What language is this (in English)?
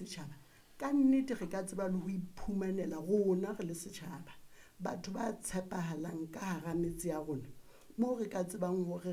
Southern Sotho